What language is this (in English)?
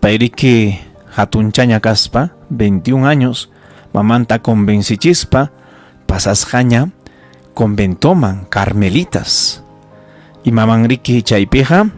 Ayacucho Quechua